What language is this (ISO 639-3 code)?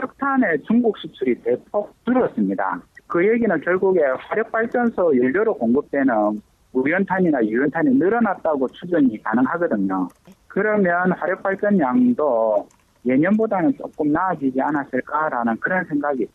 kor